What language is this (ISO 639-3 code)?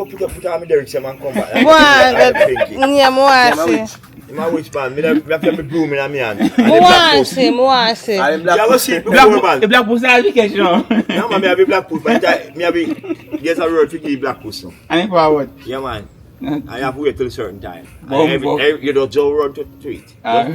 jam